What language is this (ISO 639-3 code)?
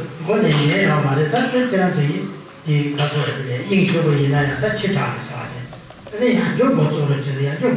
bod